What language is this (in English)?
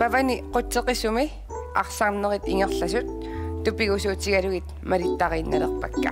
Kalaallisut